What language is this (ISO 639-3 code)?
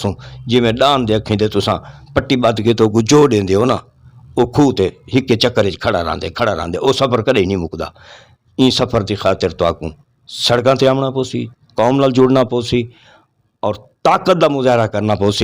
skr